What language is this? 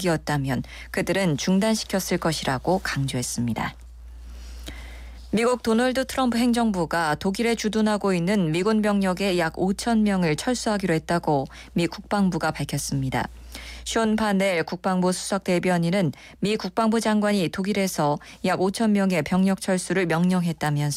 Korean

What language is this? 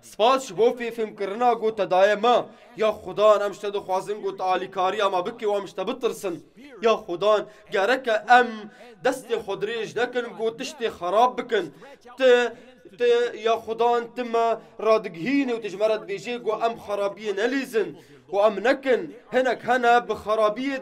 Kurdish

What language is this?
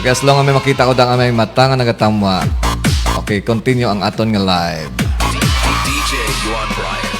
Hiligaynon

